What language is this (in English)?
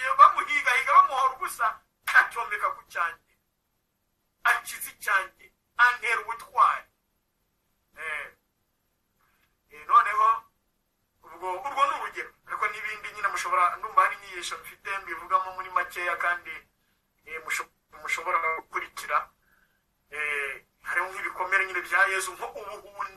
Kinyarwanda